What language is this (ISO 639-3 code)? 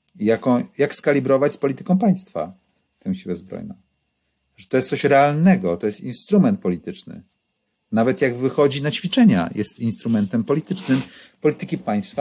pol